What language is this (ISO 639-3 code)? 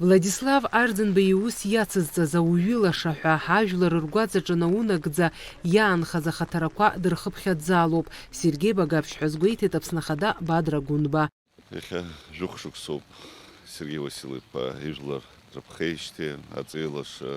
abk